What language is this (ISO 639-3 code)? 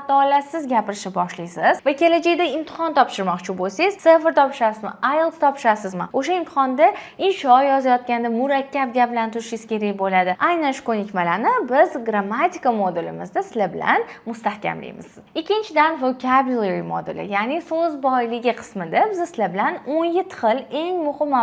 uzb